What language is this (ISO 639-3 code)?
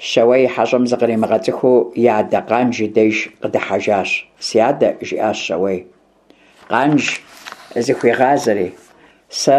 kbd